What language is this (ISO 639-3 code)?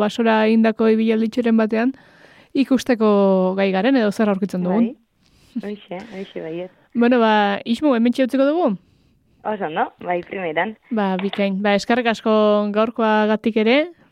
eus